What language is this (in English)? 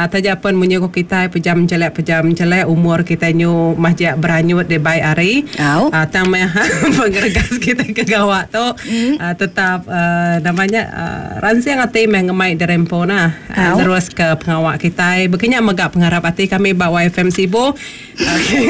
Iban